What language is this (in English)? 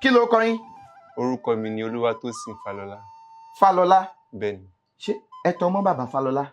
Yoruba